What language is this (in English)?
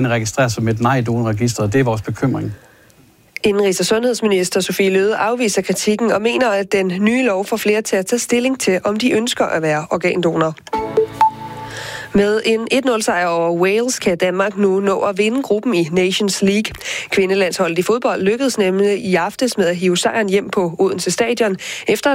Danish